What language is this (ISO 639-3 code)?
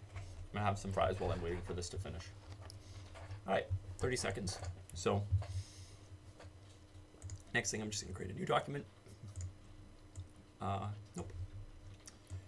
eng